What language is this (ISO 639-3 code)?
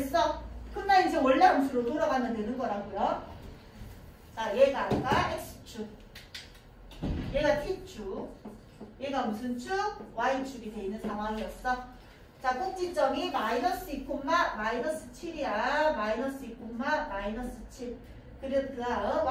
kor